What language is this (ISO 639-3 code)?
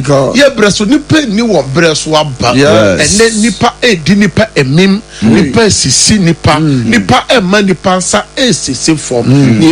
aka